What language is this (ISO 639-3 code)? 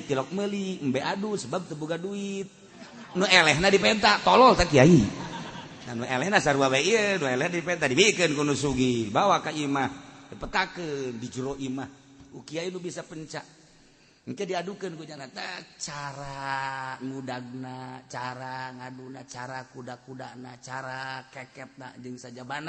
sun